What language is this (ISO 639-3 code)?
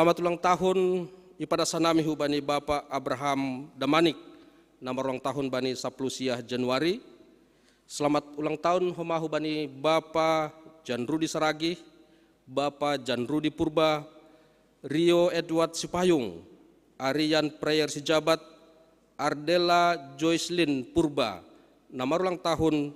bts